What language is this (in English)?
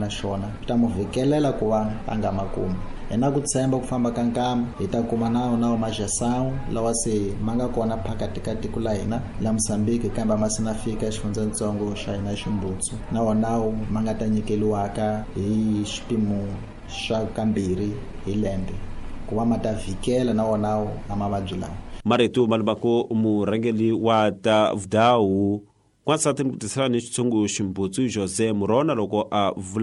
Tsonga